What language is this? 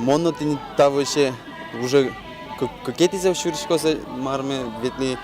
Udmurt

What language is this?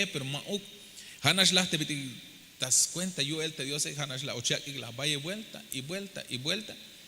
Tzeltal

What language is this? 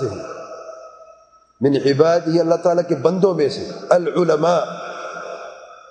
Urdu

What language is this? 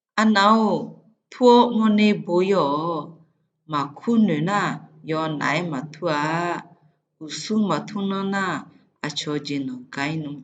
Akha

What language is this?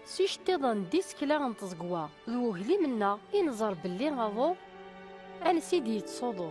Kabyle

